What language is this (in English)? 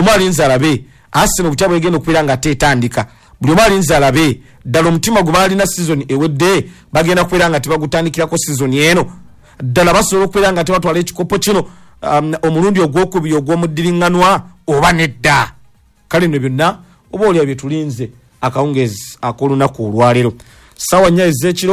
Ganda